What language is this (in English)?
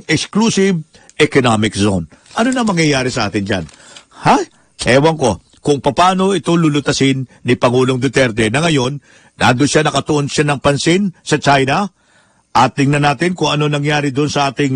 Filipino